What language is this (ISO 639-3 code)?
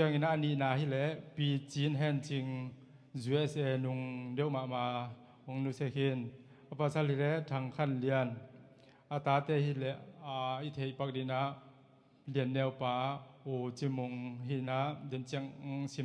ctd